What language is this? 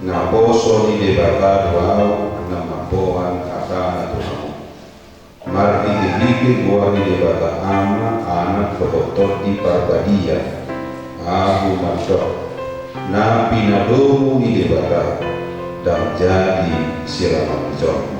Batak Toba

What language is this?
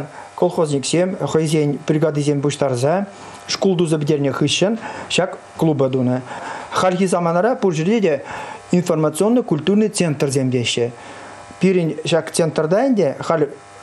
Chuvash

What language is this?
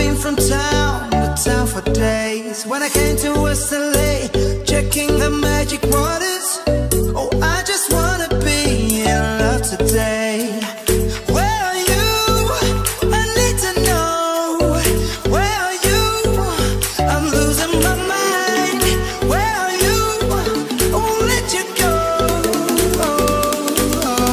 English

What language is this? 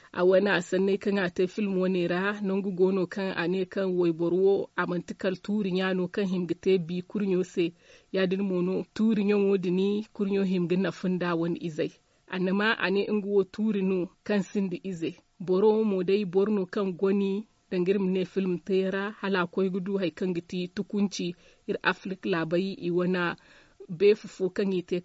Zarma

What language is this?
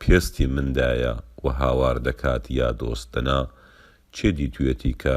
Central Kurdish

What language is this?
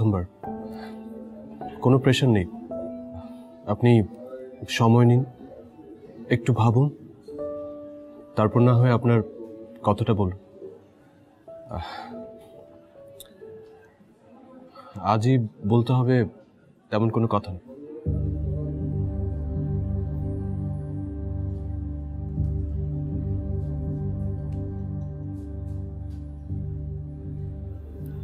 Bangla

